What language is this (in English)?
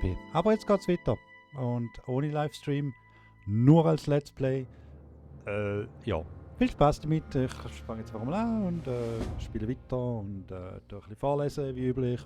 Swiss German